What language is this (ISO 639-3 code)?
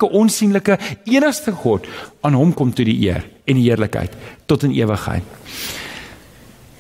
afr